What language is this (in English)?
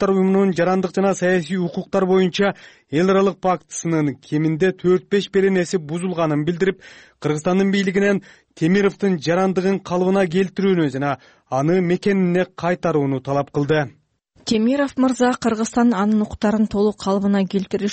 Kyrgyz